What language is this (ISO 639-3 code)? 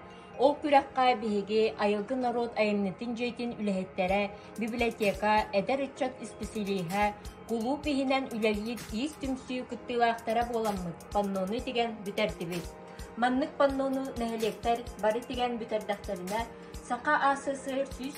sah